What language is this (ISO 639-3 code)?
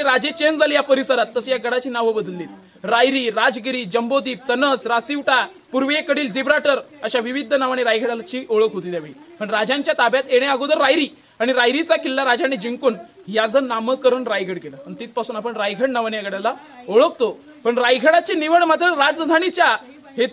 mar